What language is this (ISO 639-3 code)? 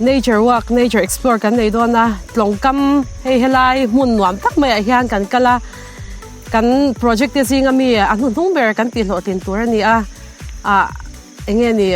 lus